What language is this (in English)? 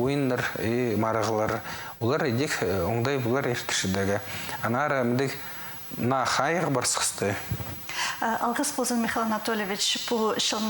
Khakas